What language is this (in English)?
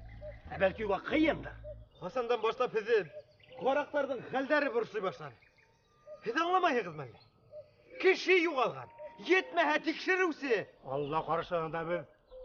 Bashkir